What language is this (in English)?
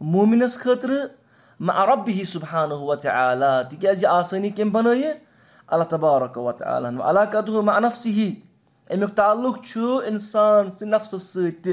Kashmiri